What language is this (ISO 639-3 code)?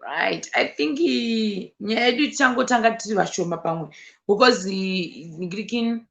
sna